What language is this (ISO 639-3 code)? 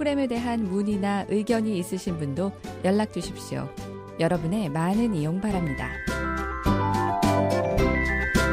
kor